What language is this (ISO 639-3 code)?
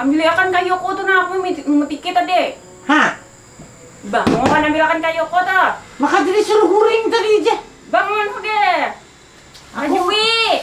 bjn